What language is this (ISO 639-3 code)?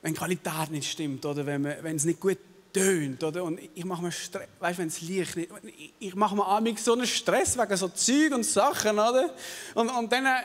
gsw